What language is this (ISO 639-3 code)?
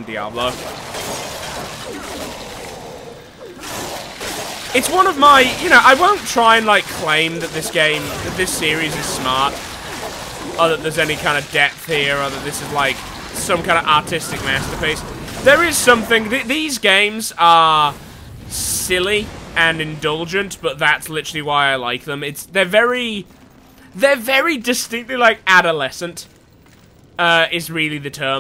eng